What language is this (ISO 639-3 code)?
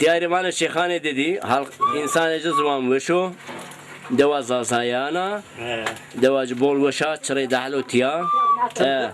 zza